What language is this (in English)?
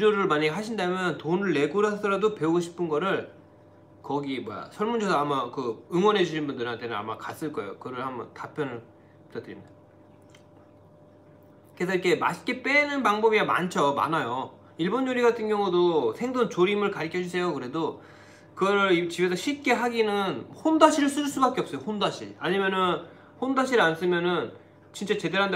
Korean